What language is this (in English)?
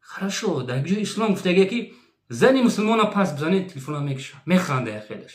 Tajik